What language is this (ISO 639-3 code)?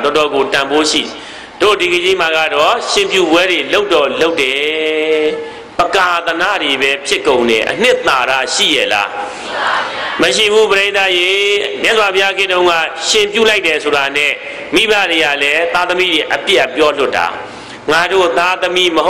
mya